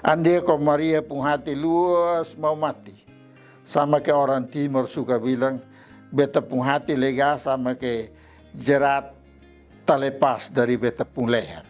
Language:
Kupang Malay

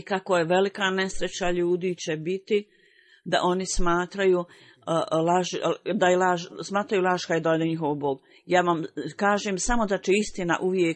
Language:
Bosnian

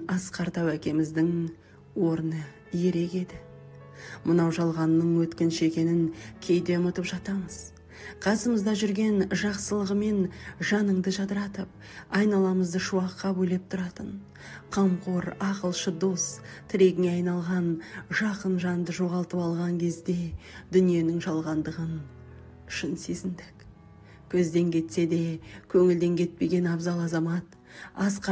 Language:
Kazakh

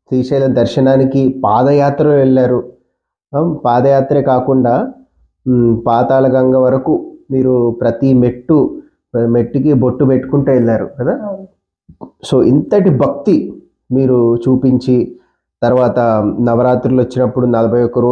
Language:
Telugu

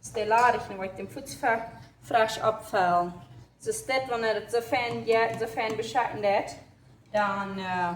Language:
Plautdietsch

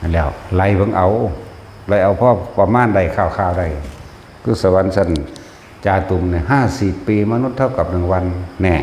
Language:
Northeastern Thai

